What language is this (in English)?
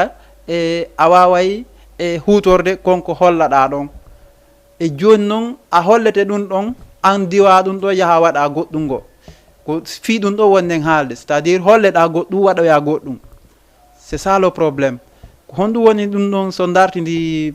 Fula